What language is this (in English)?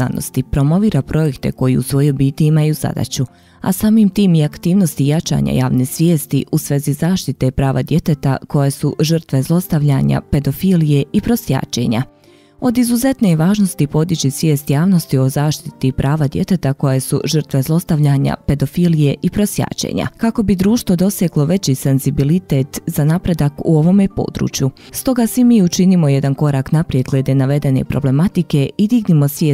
Bosnian